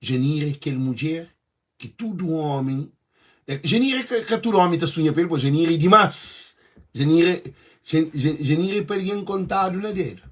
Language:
Kabuverdianu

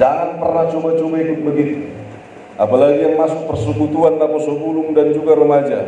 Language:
Batak Toba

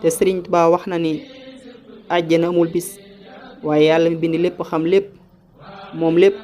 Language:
Wolof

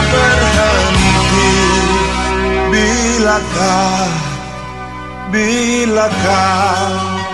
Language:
Indonesian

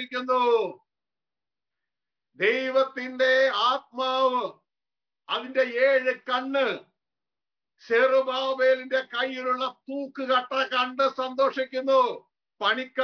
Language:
Malayalam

